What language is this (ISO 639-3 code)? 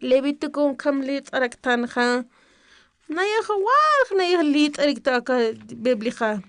aym